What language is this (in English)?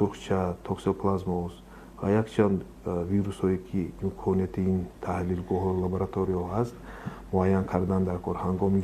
Tajik